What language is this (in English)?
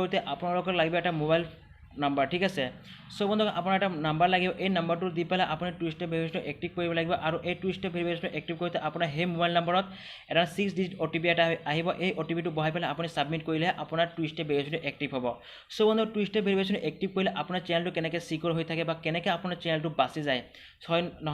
Assamese